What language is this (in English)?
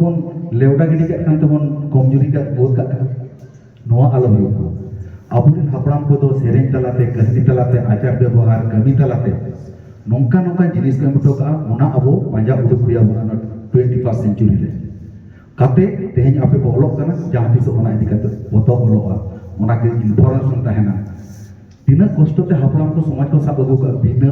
Santali